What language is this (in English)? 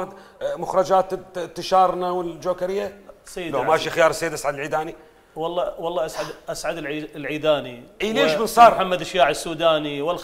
Mesopotamian Arabic